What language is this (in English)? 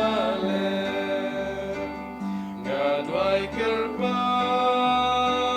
Khasi